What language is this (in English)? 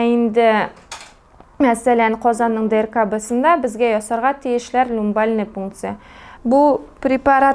Tatar